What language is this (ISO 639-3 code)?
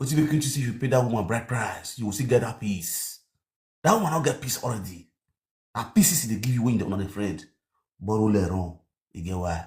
pcm